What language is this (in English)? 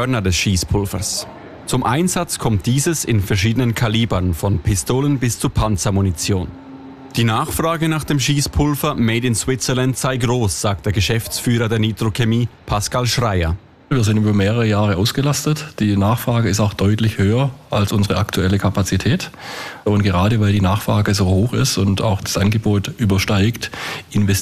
German